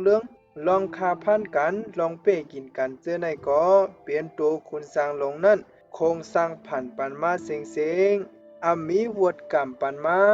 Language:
Shan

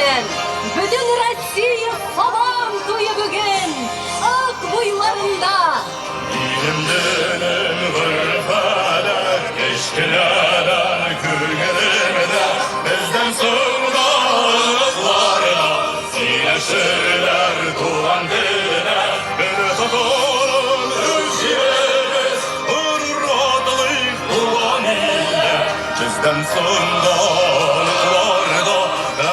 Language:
Tatar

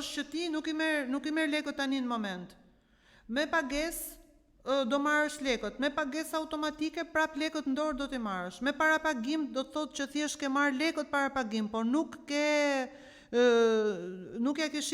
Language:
Albanian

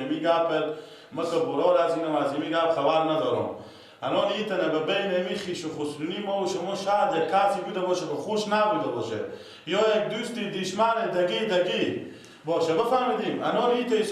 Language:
Persian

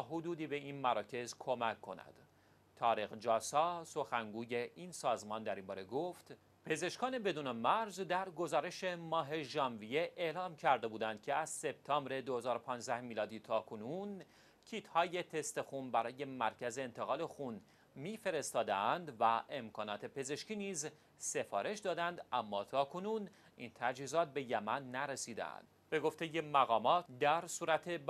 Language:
Persian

